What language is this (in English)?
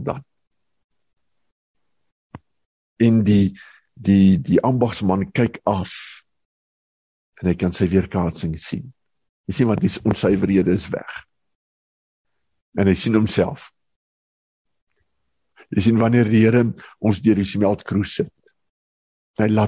Afrikaans